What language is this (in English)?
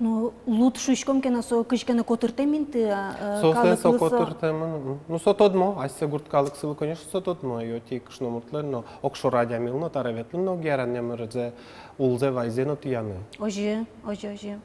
Udmurt